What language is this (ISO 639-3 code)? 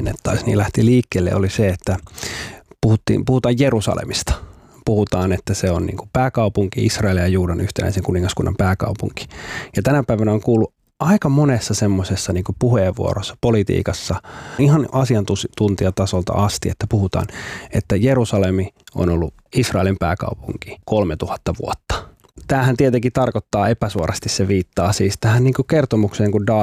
fin